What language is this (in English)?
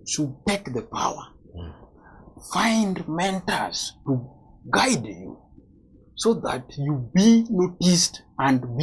Luo (Kenya and Tanzania)